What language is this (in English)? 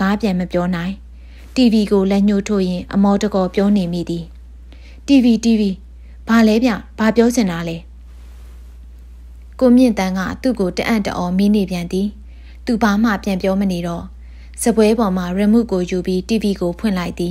Burmese